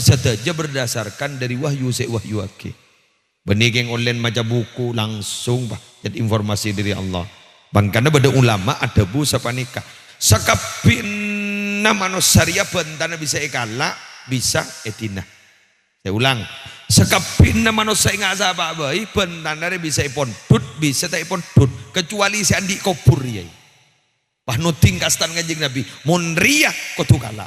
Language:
Madurese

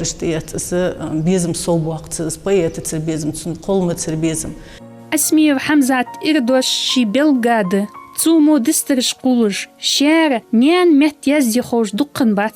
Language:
Ingush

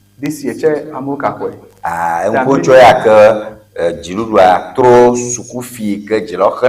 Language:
Ewe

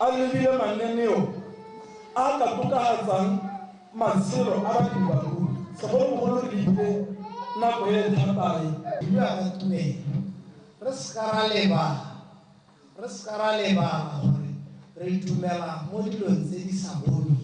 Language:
Tswana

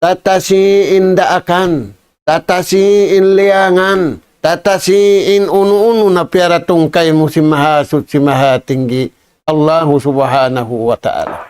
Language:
Tausug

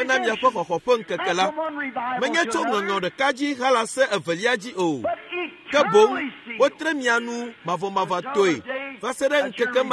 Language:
Ewe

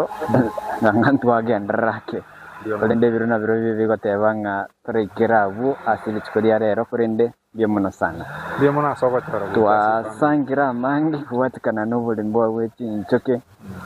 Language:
Gusii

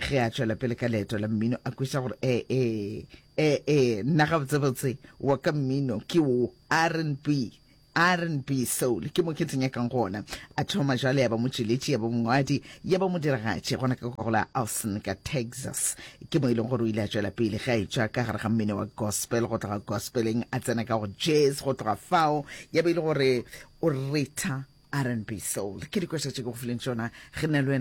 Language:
Northern Sotho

